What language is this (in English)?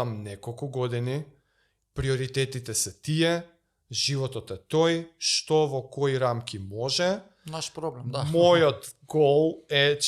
Macedonian